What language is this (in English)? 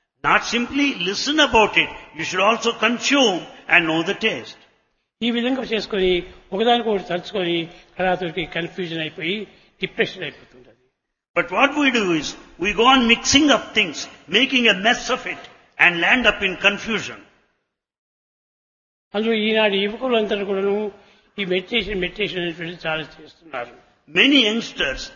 Telugu